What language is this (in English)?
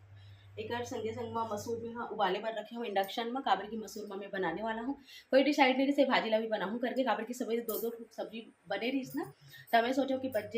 Chhattisgarhi